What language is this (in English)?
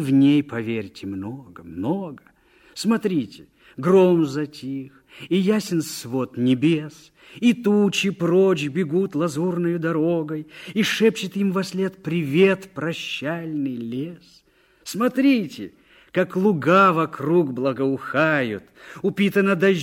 Russian